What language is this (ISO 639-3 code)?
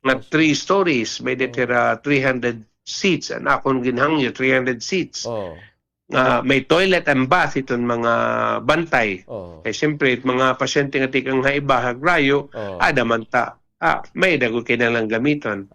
war